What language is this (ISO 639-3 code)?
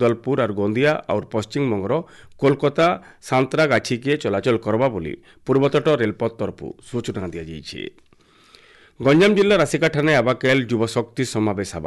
ori